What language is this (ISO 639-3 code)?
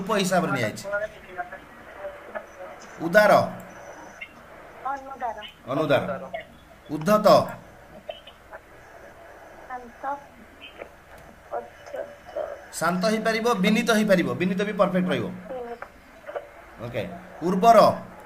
ori